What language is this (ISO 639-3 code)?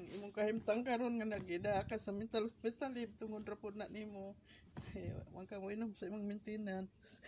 ceb